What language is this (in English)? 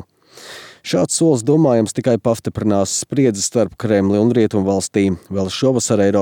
Latvian